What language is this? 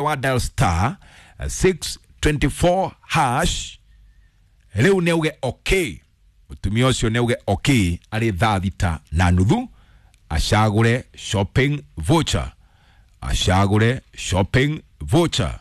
Kikuyu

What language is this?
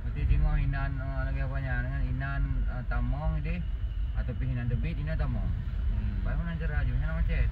Achinese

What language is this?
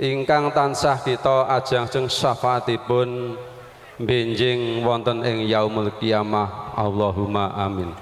Javanese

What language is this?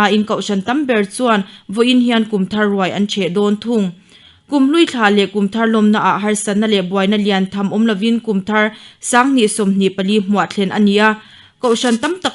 Mizo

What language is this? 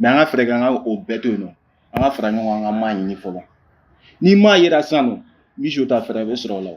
Bambara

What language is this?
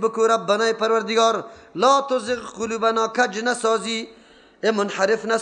Persian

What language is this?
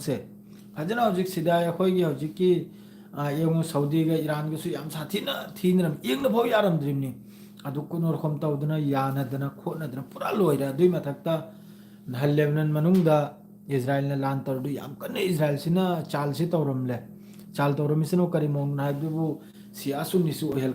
Manipuri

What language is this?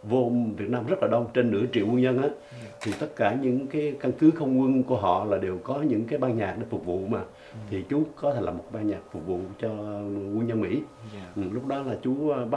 Vietnamese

